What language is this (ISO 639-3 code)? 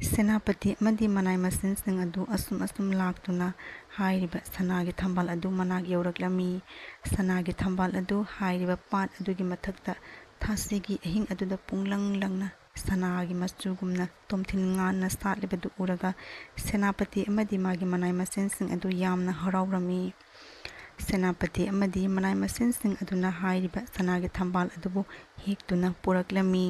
mni